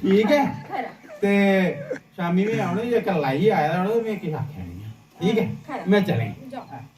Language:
Dogri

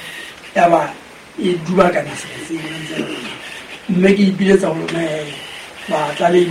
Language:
Southern Sotho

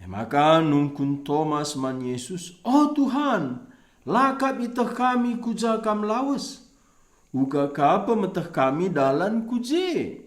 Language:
Batak Karo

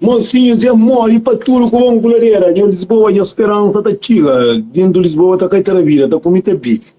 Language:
Kabuverdianu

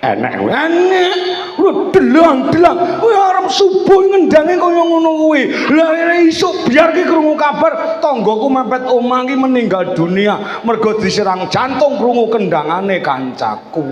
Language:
Javanese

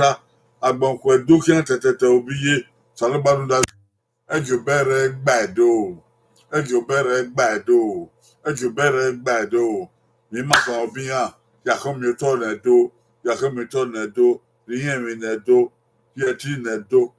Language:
Bini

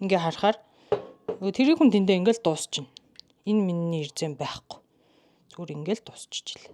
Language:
Mongolian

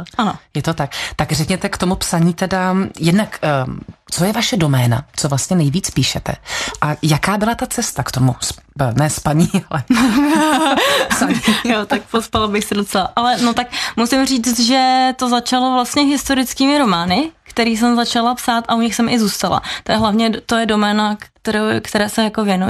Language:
Czech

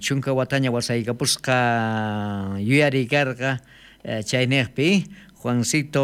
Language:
South Bolivian Quechua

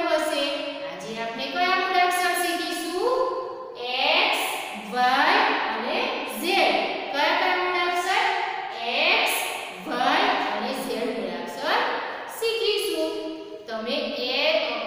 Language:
Gujarati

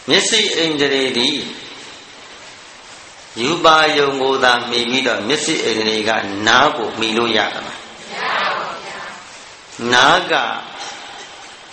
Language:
Burmese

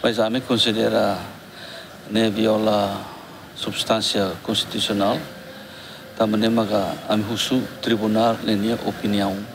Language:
Tetum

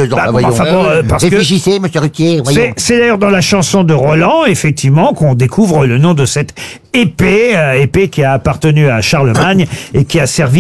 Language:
French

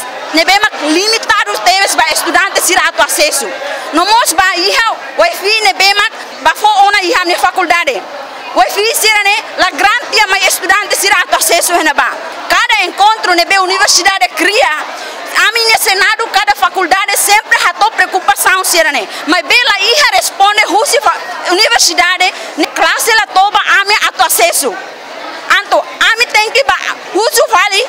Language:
Tetum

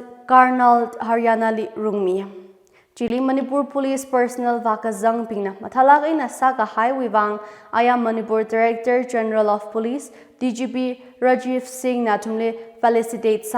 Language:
Tangkhul Naga (India)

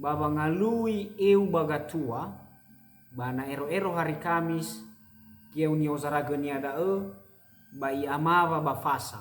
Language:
Nias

